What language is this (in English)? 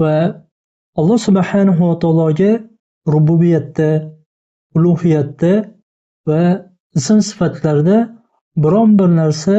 Uzbek